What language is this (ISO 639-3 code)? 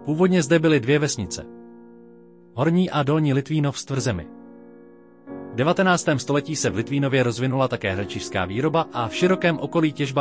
ces